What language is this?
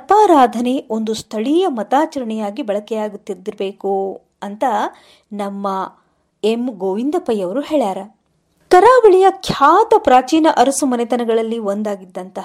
Kannada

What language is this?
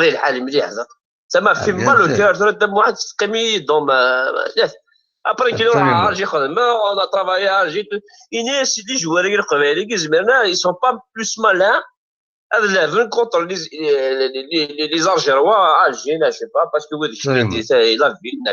Kabyle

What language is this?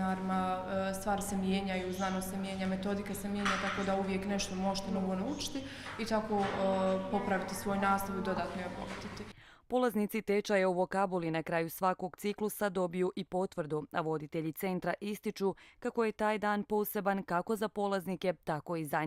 Croatian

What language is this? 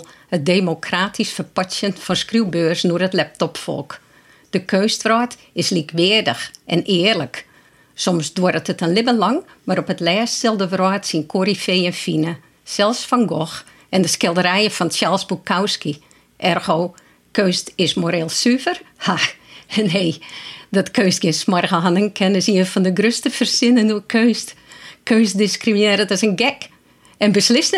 Western Frisian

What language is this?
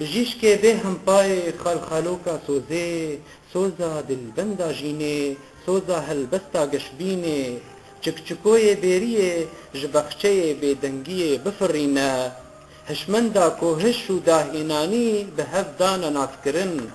Kurdish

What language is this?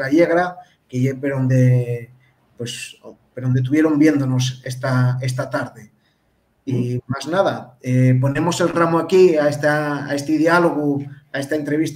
Asturian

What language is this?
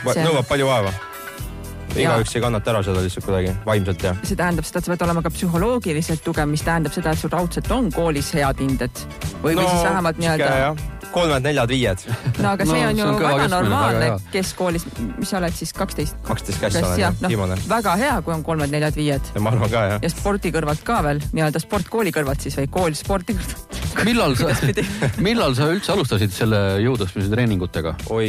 Estonian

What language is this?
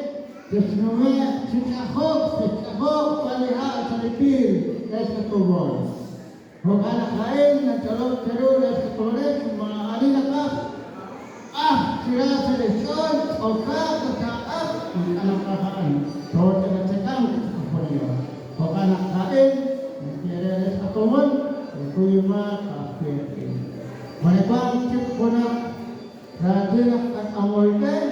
Kekchí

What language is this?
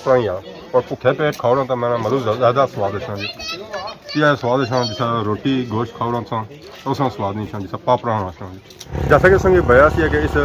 Pahari-Potwari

